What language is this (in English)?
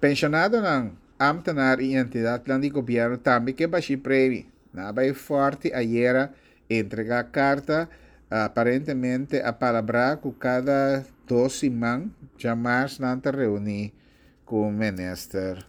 Papiamento